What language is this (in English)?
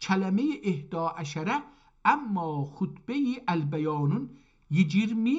South Azerbaijani